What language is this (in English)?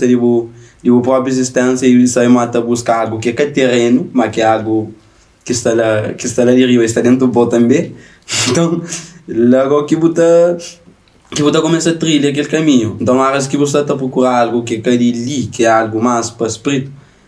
Kabuverdianu